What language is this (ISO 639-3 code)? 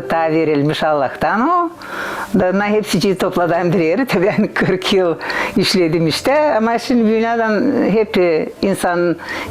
gag